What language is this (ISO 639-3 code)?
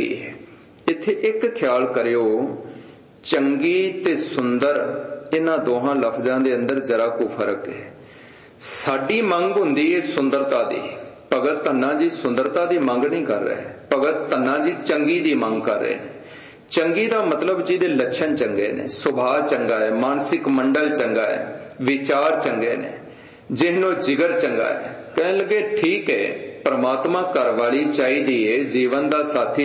pan